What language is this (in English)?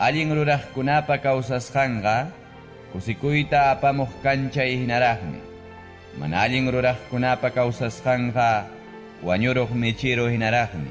Ayacucho Quechua